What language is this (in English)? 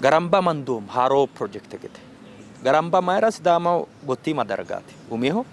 Sidamo